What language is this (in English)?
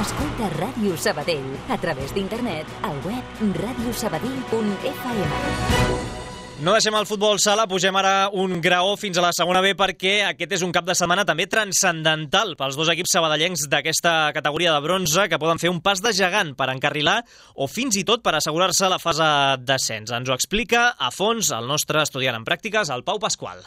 Catalan